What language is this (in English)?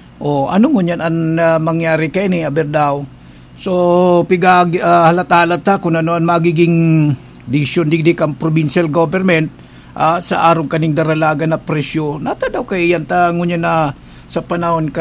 Bikol